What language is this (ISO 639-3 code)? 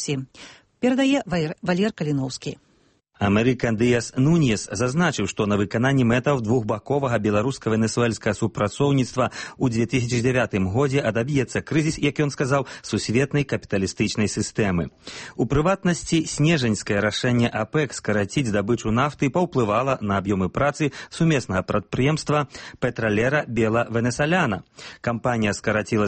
bel